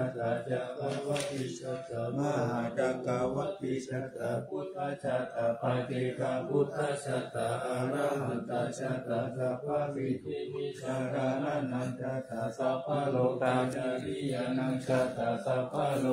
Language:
Pali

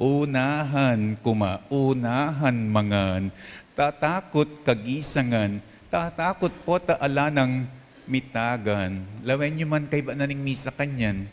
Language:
Pampanga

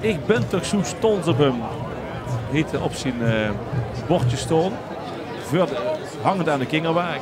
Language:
Limburgish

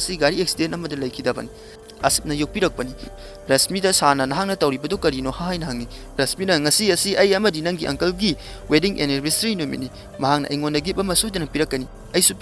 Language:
Manipuri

